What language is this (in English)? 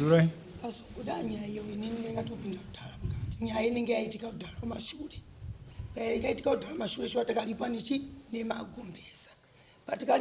Shona